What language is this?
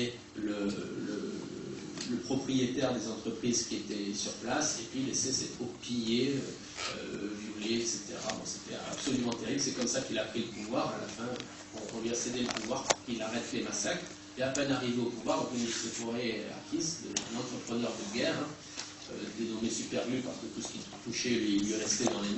French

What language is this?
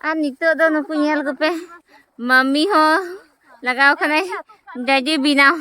Santali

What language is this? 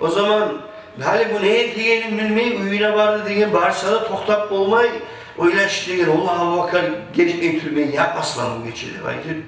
Kumyk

